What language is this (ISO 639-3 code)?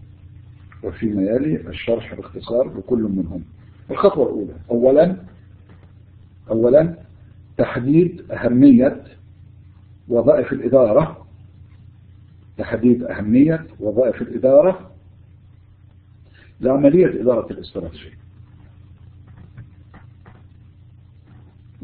ara